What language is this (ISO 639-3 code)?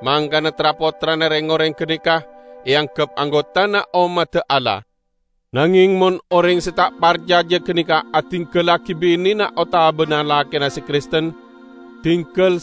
mad